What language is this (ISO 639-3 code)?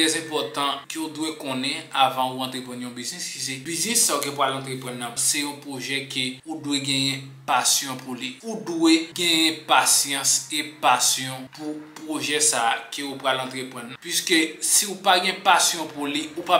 hat